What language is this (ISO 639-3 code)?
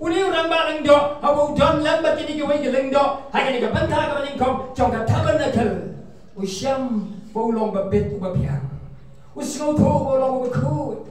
kha